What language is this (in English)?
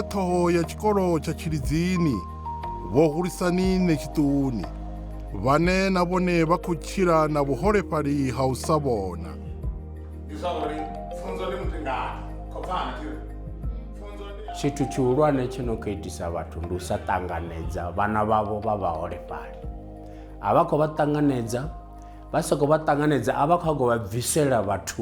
Venda